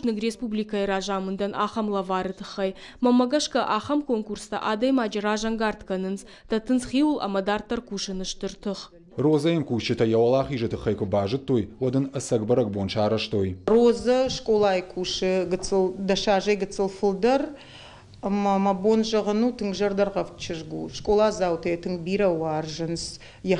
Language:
Ossetic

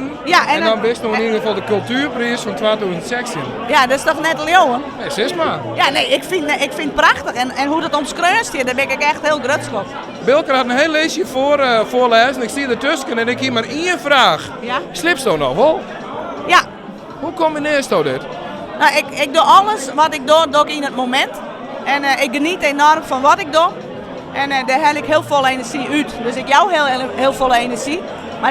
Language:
Western Frisian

